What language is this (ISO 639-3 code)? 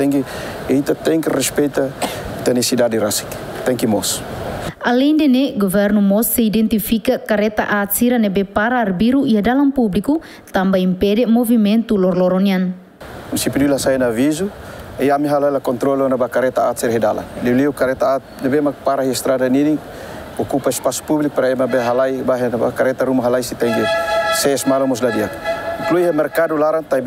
tet